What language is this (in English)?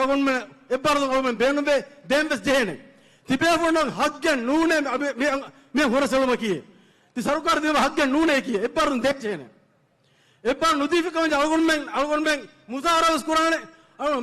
Divehi